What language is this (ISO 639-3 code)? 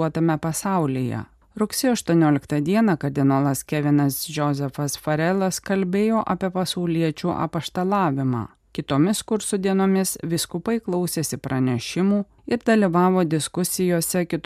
lit